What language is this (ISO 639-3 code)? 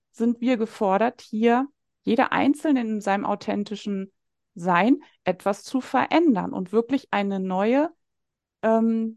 deu